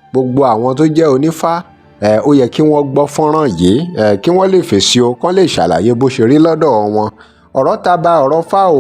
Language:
Yoruba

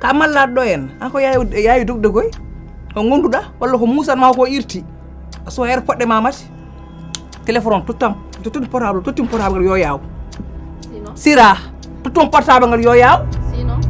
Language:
Fula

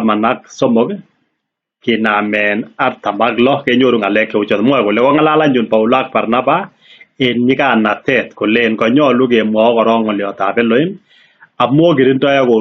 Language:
Kalenjin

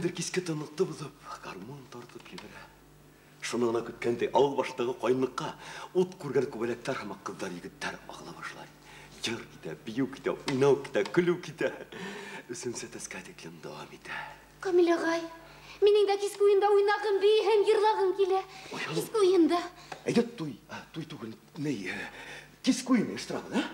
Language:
Bashkir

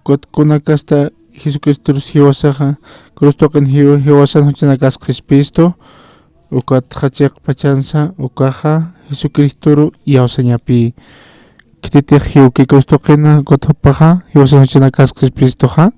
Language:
Aymara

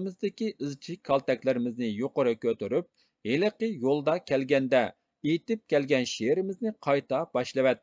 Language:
Uyghur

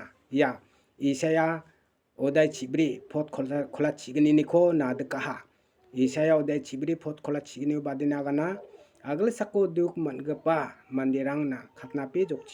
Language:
Garo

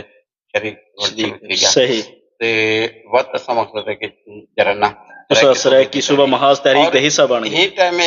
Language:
Saraiki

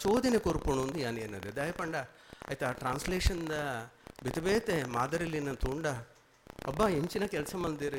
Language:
Tulu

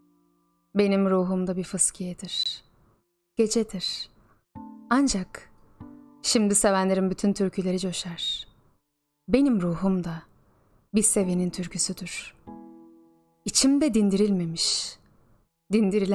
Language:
Turkish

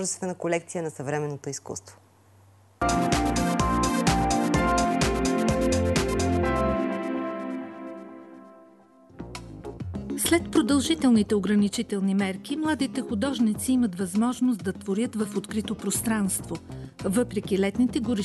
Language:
Bulgarian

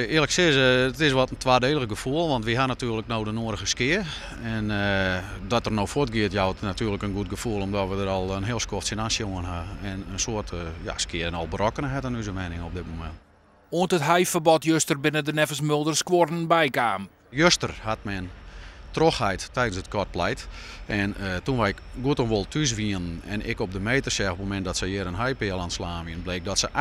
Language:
Western Frisian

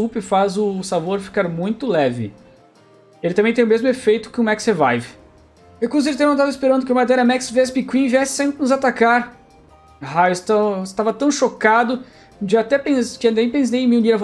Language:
Portuguese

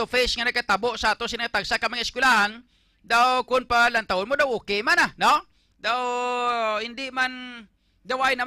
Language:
Hiligaynon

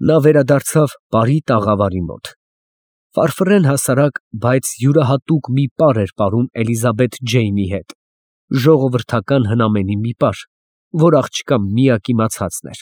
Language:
Armenian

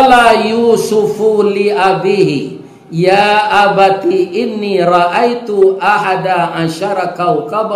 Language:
Minangkabau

